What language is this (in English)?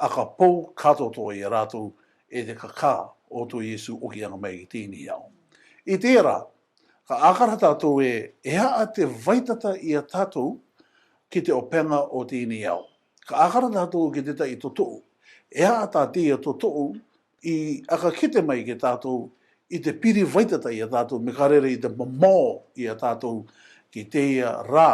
Rarotongan